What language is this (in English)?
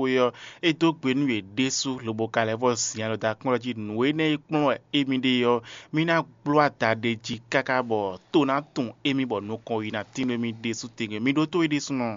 Fon